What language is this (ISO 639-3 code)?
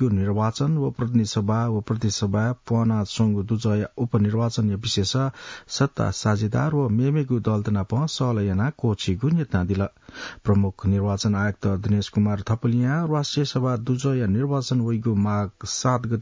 new